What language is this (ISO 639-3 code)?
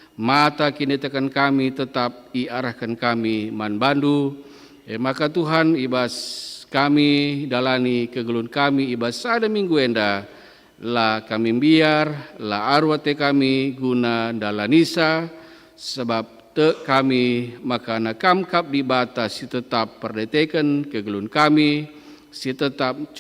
btx